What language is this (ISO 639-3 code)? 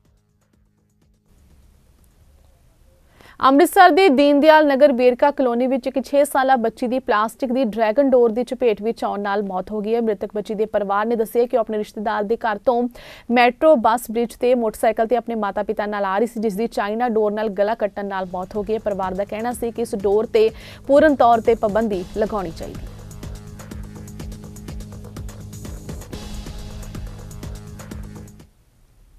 pan